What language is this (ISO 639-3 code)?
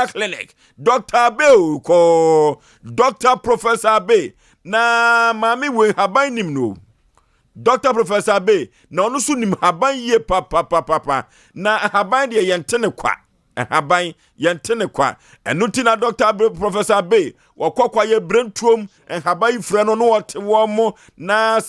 aka